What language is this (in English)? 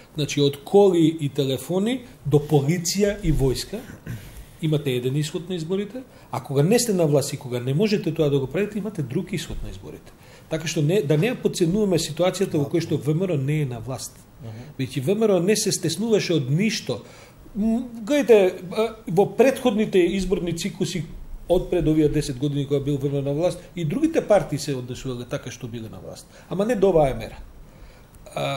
Macedonian